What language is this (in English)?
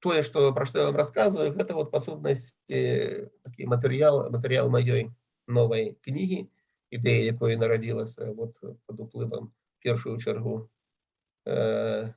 Belarusian